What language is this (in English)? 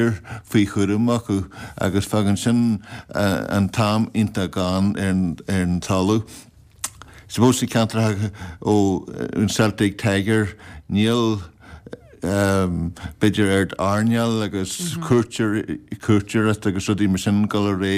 Irish